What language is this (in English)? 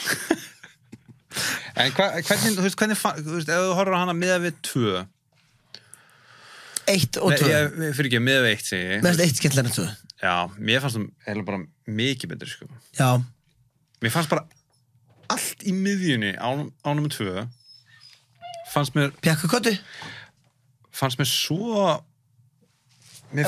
Icelandic